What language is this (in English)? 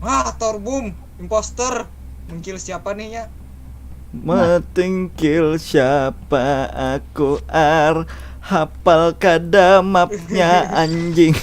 Banjar